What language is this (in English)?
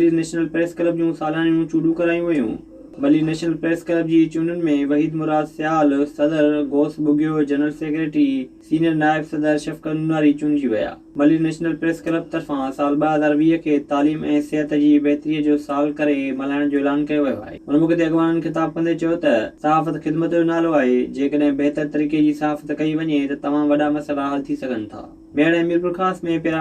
Sindhi